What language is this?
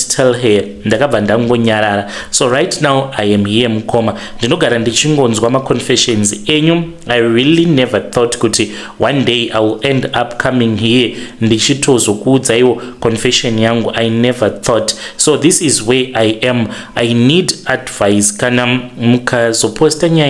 Shona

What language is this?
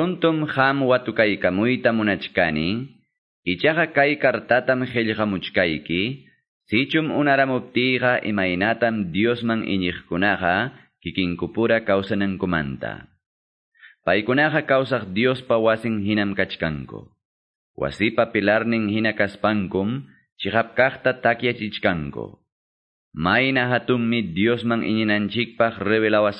Quechua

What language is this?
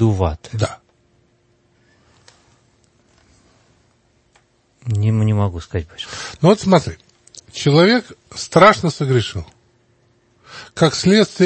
Russian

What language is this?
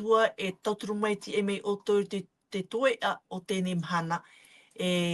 Tahitian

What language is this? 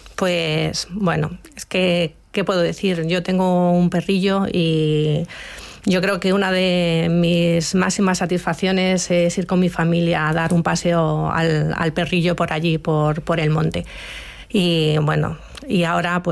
Spanish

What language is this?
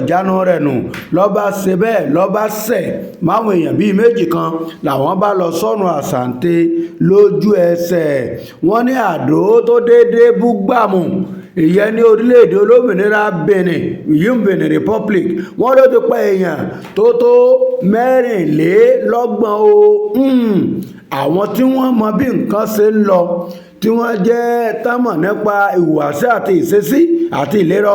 Yoruba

